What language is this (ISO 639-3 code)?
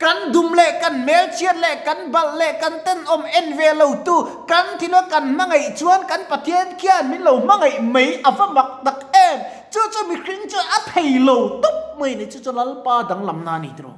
lus